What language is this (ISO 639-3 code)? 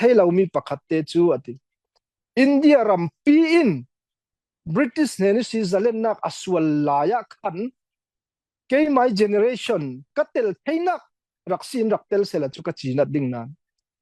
cfm